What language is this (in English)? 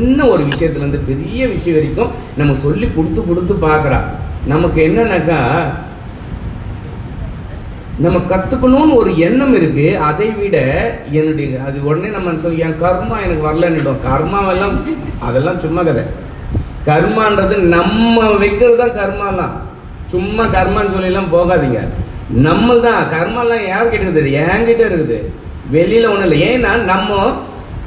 Tamil